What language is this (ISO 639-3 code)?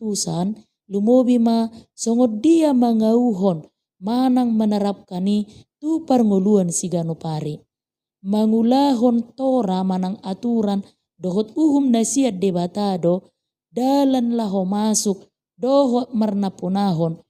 bbc